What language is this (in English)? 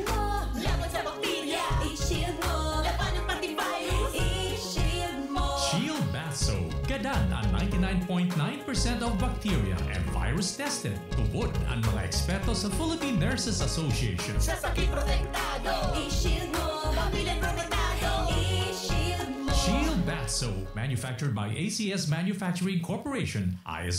Bikol